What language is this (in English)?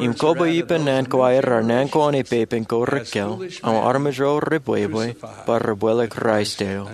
Marshallese